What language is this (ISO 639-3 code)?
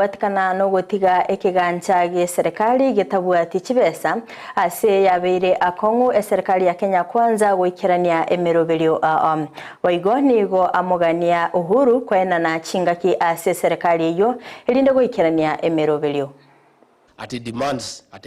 guz